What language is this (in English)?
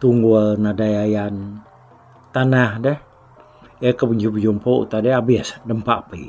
Iban